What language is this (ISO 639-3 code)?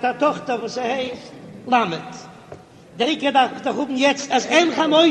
yid